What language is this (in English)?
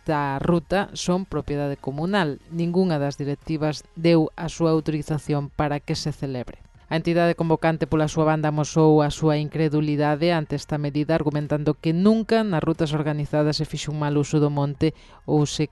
Galician